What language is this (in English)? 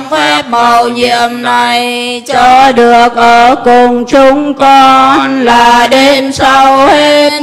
Vietnamese